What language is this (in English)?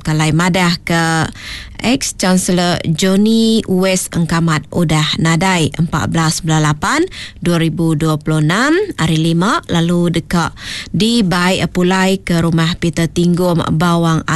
Iban